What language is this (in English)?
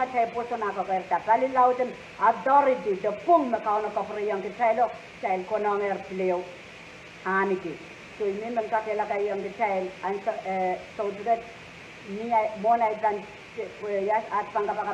Pohnpeian